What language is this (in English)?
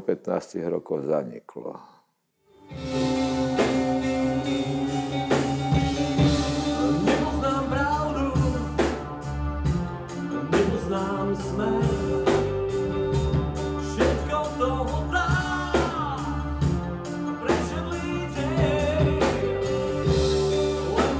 Slovak